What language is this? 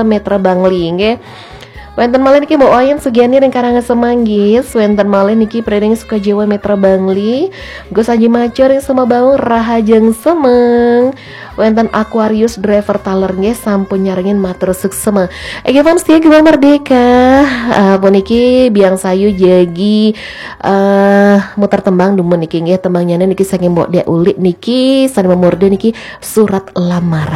Balinese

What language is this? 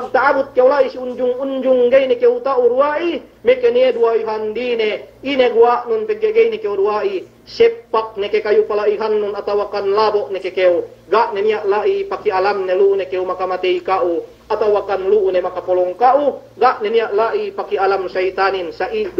Yakan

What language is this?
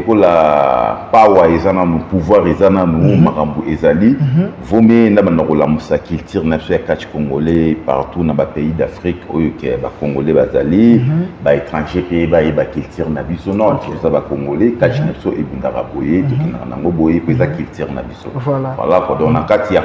Lingala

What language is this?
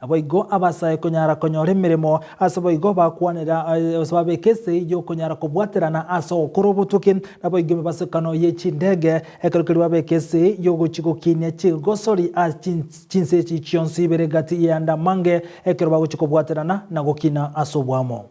Gusii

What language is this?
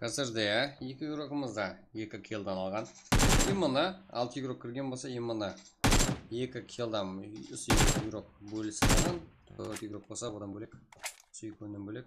Kara-Kalpak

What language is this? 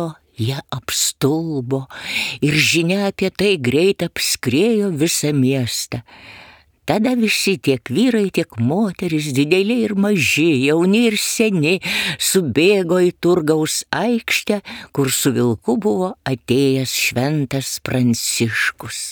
Lithuanian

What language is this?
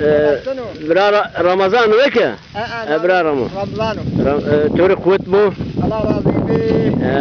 Zaza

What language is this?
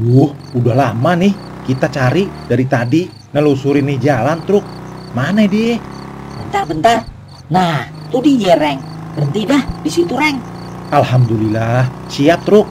Betawi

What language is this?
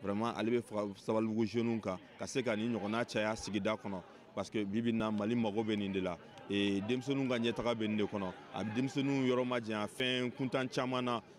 Bambara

